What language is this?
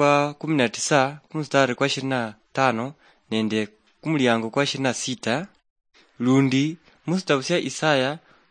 Luyia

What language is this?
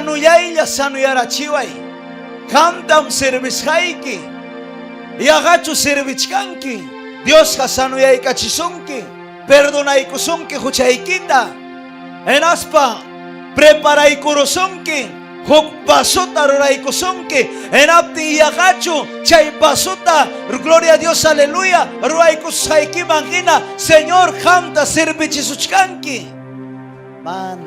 Ayacucho Quechua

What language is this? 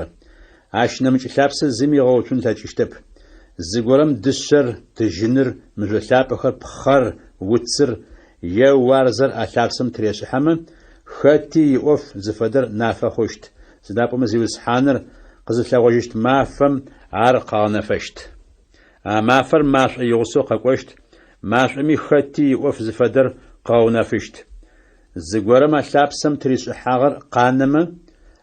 Adyghe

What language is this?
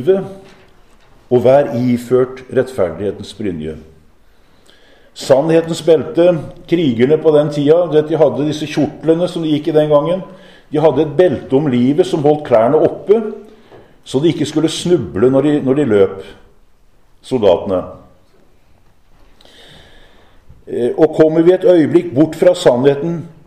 Norwegian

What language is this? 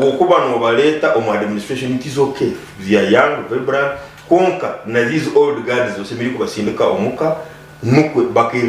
Nyankole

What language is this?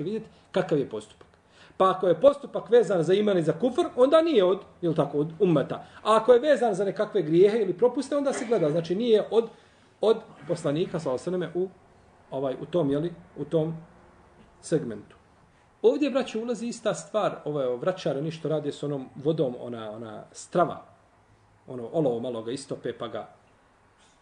Bosnian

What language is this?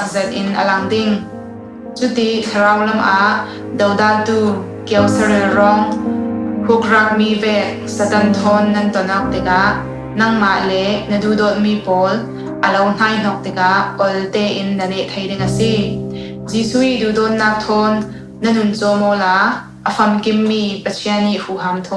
Falam Chin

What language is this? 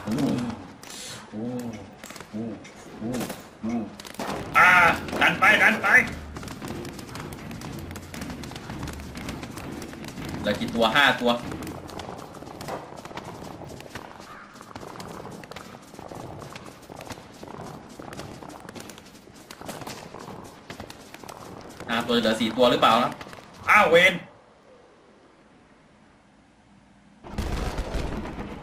Thai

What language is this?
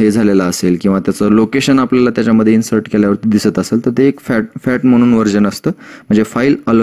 Marathi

